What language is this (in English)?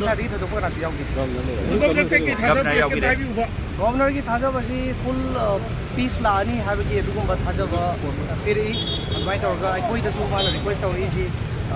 Manipuri